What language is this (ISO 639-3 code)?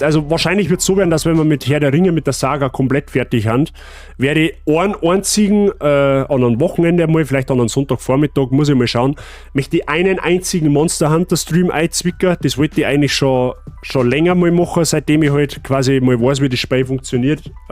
bar